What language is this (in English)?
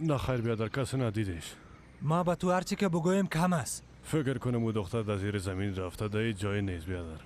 Persian